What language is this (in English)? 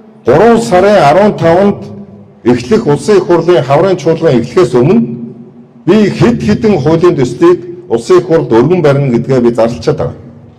Mongolian